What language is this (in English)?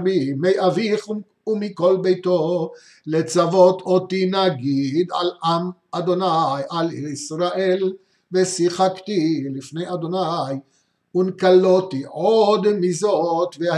Hebrew